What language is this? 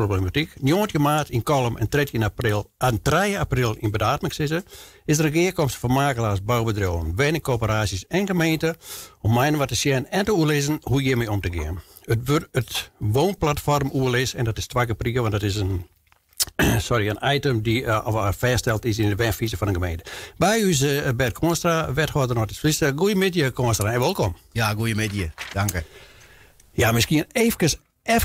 Western Frisian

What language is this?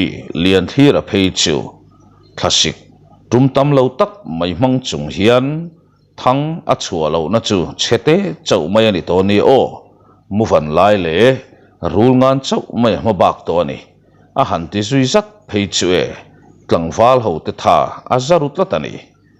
Mizo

